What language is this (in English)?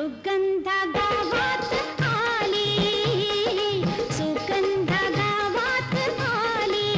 Marathi